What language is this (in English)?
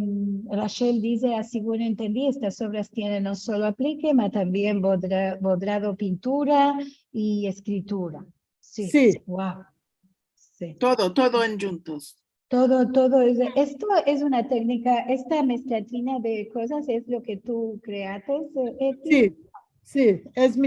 Ladino